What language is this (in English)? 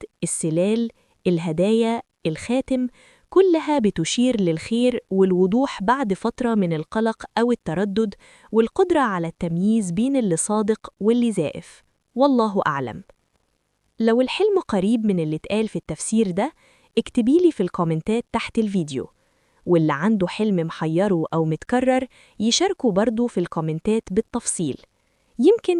Egyptian Arabic